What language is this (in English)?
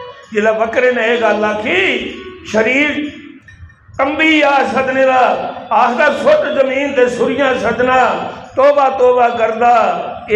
Dogri